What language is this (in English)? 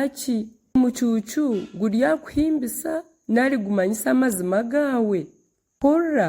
Nyankole